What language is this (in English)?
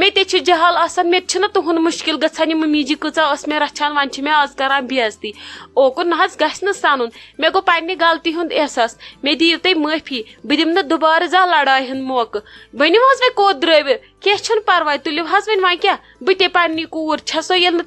Kashmiri